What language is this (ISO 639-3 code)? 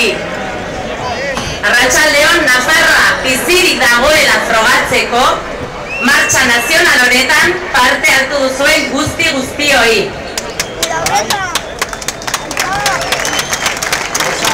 eus